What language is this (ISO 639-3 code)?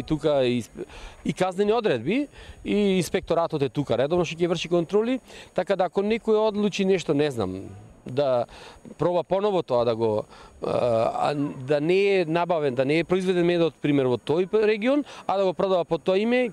mkd